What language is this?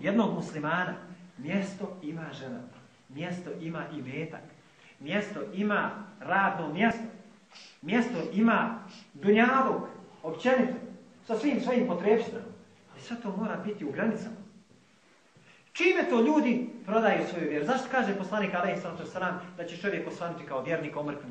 Bosnian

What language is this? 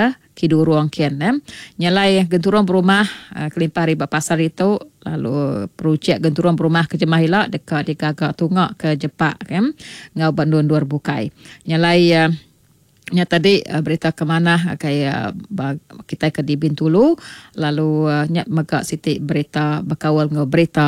Iban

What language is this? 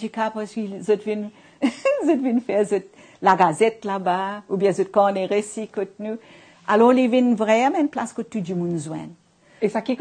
Morisyen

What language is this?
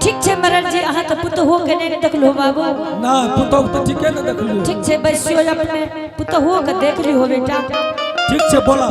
Angika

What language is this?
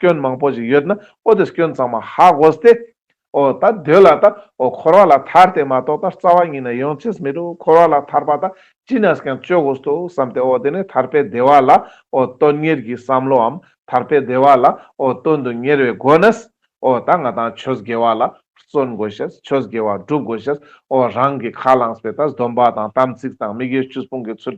Ladakhi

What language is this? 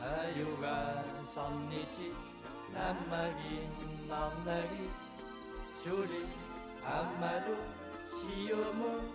Kalaallisut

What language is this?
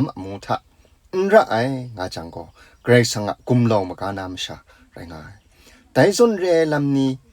Kachin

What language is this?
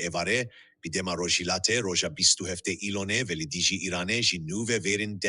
Kurdish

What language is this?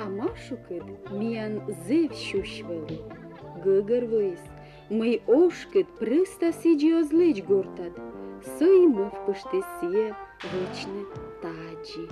Komi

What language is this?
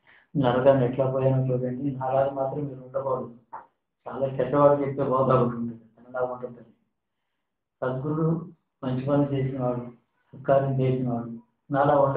Telugu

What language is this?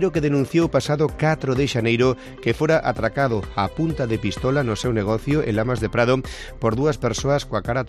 Galician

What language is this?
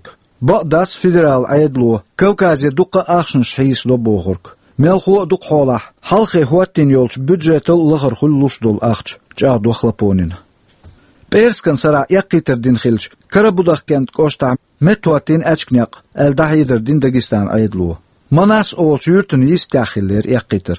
Chechen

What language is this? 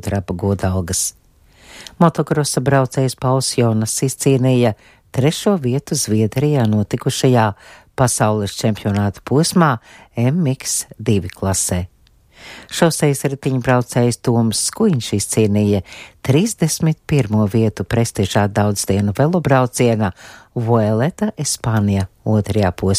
Latvian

